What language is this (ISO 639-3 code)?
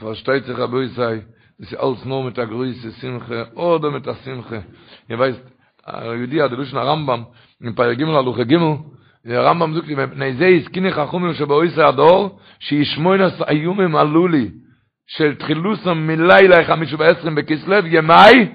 yid